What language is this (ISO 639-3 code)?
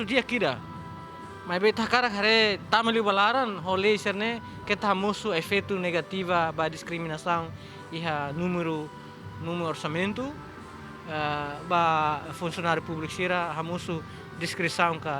tet